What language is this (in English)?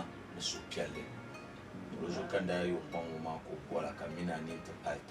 Dagbani